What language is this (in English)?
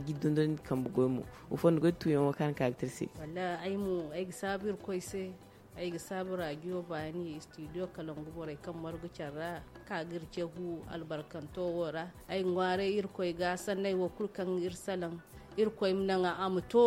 Zarma